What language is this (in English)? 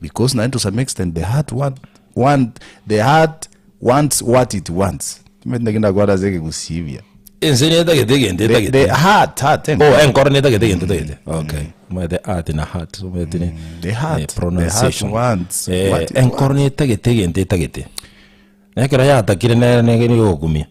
Gusii